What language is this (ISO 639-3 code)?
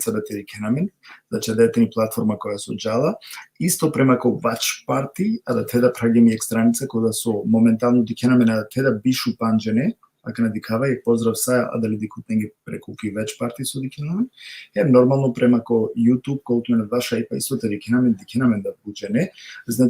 rmn